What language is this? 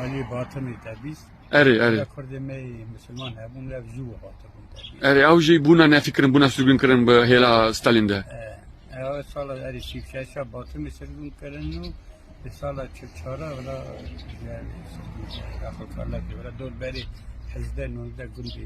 Kurdish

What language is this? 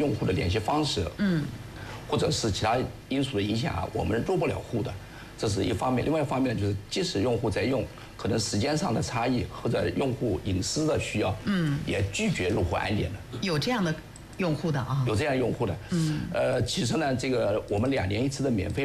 Chinese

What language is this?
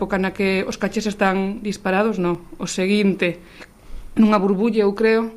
Galician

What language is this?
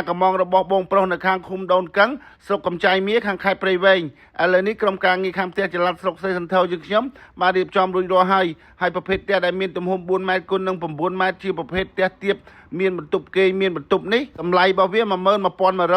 Khmer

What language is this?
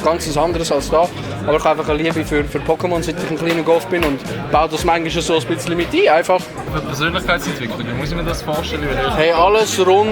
Swiss German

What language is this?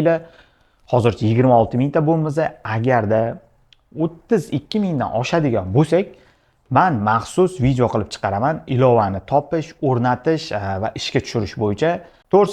Uzbek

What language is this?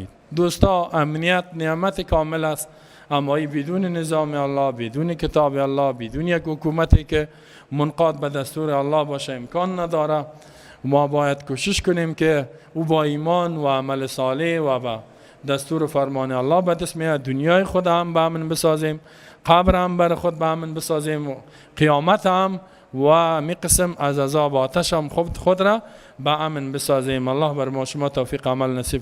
Persian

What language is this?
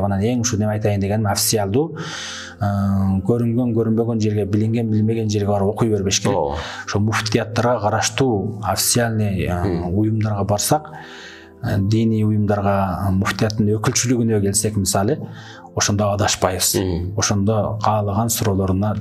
Kyrgyz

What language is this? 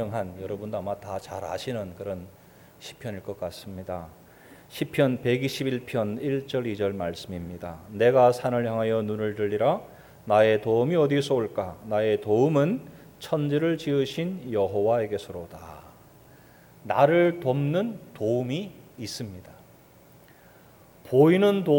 Korean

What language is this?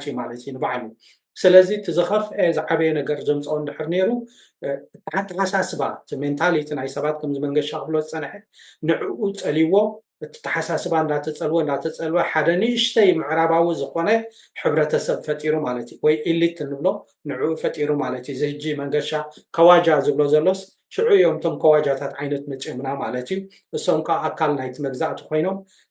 Tigrinya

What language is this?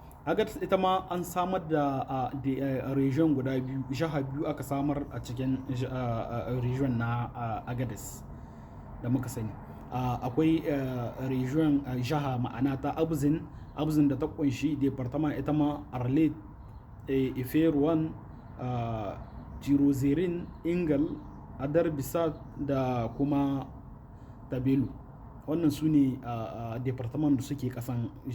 Hausa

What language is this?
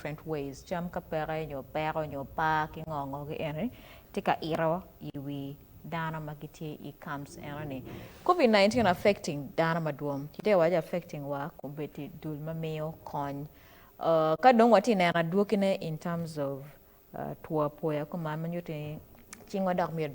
Acoli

